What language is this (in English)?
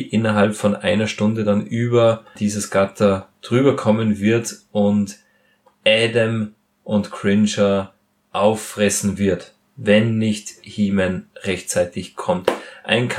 German